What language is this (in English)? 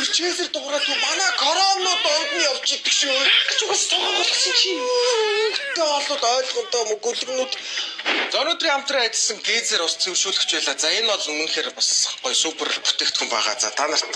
Mongolian